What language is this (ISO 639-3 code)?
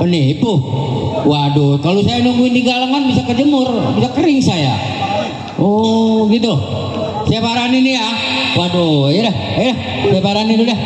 bew